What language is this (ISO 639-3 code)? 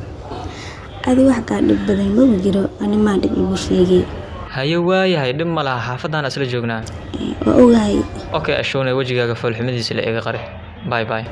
som